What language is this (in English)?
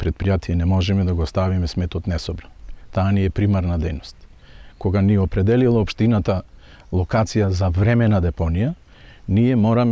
Macedonian